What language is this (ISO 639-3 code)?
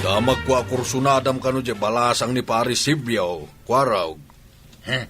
ilo